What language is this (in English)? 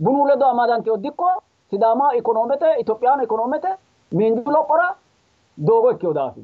Sidamo